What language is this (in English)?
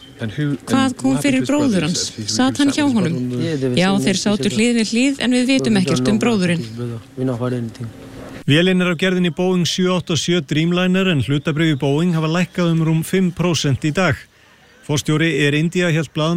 Icelandic